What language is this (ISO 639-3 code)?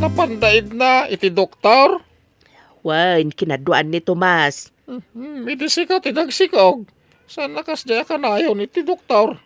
ilo